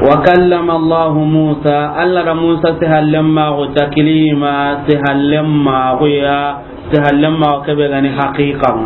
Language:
Soninke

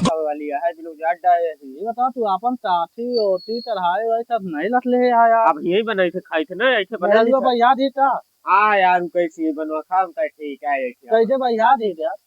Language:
Awadhi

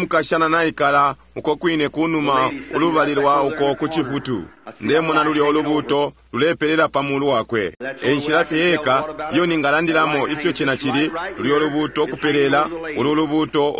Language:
Bemba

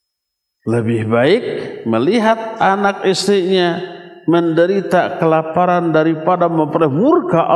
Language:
Indonesian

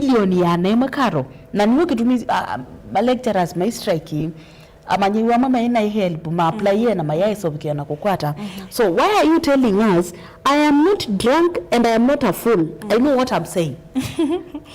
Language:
Kamba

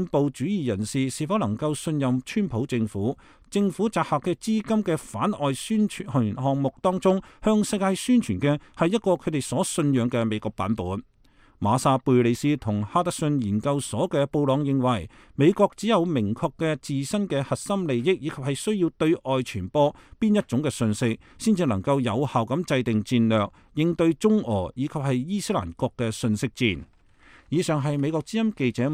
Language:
Cantonese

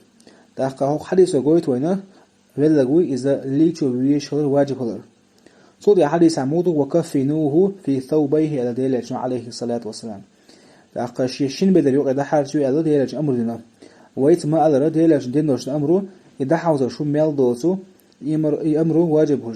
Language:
Chechen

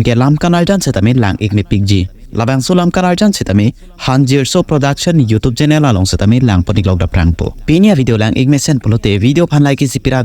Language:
Karbi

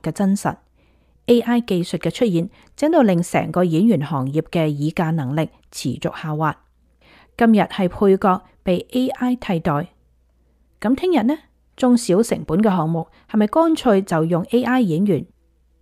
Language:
Cantonese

